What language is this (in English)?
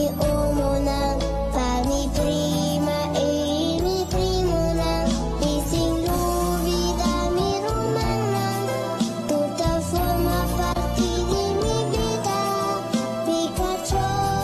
Papiamento